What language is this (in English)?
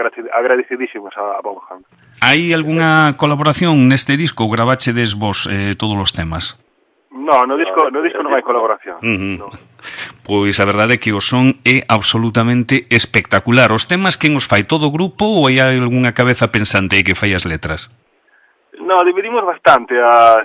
Galician